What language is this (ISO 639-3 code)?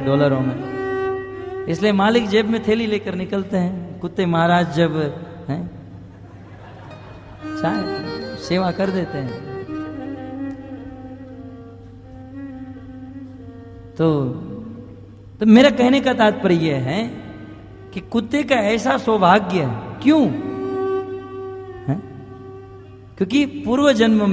hin